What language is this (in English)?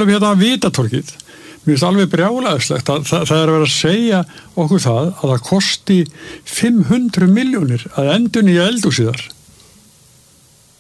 Icelandic